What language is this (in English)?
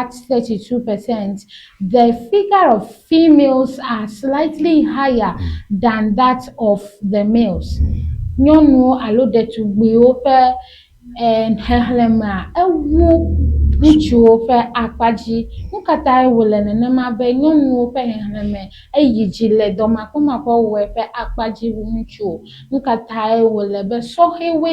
Ewe